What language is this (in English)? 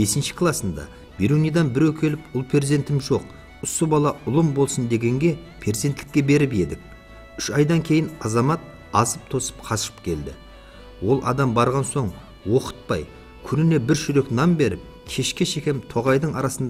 Kara-Kalpak